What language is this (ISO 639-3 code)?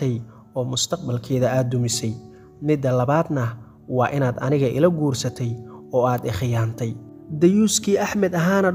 som